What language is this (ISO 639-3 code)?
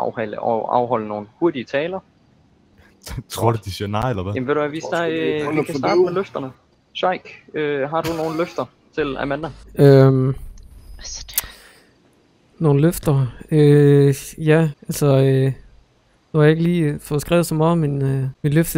dan